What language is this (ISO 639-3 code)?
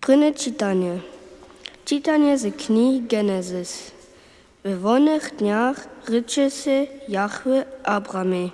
hsb